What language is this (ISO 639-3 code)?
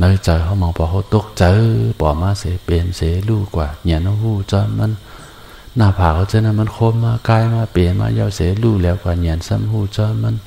shn